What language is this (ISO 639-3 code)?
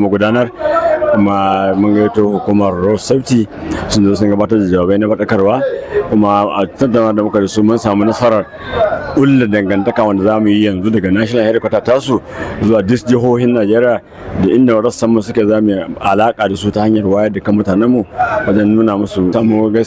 hau